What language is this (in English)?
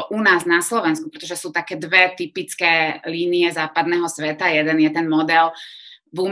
Slovak